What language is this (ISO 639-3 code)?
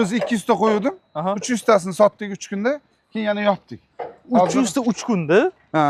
uzb